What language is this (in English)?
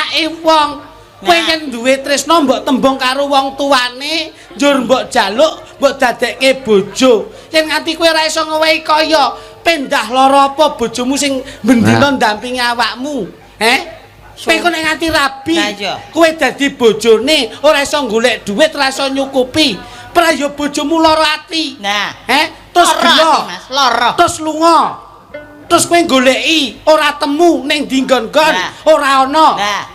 Javanese